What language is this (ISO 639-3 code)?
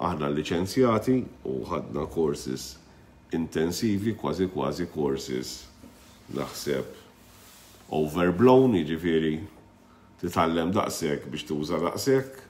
mlt